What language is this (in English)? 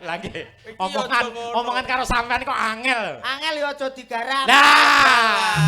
Javanese